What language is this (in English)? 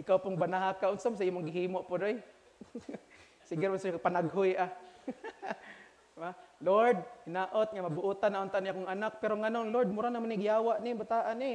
Cebuano